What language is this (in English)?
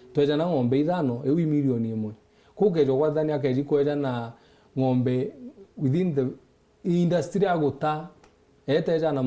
Meru